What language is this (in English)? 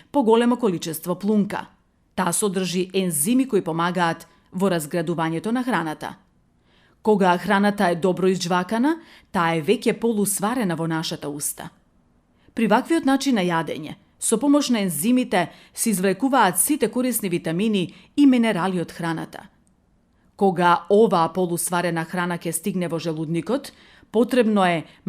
Macedonian